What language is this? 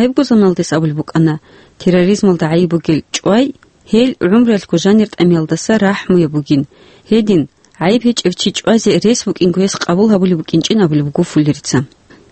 Avaric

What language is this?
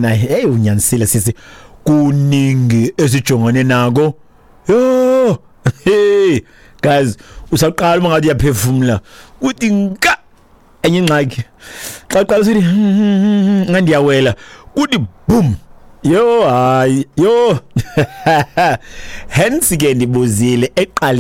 Xhosa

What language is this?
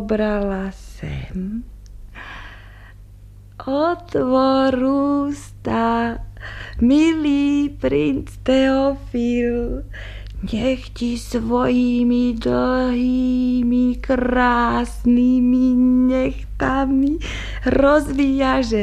Slovak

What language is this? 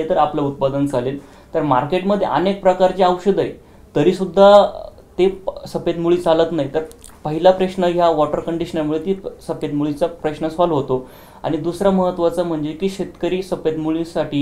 Marathi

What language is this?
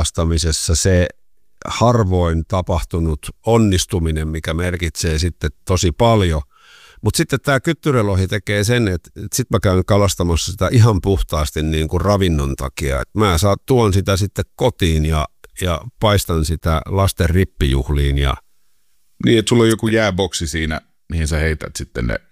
Finnish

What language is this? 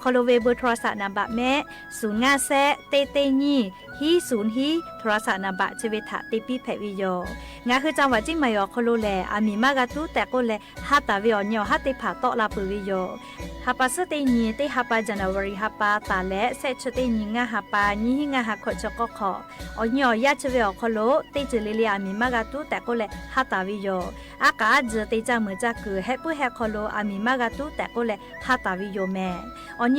Lahu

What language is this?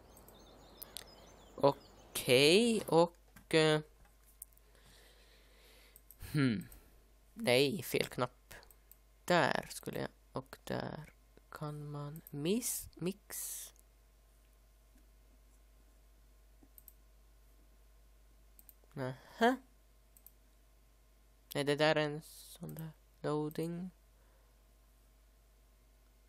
Swedish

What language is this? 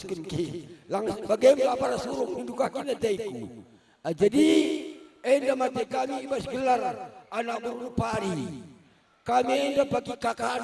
Batak Karo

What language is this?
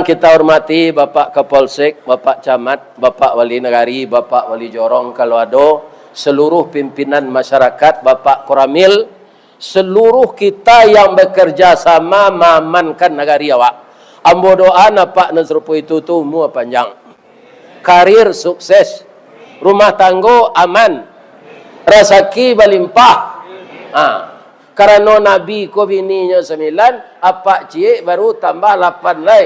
Minangkabau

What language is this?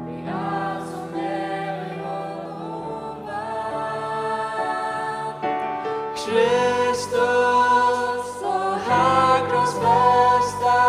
Faroese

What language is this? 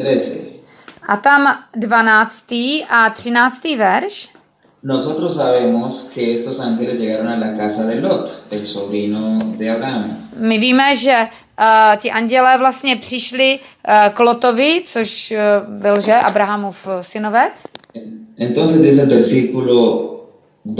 Czech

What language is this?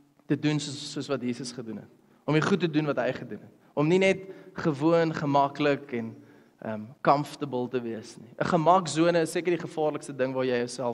Afrikaans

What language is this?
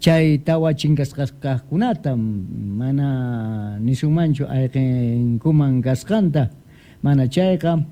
South Bolivian Quechua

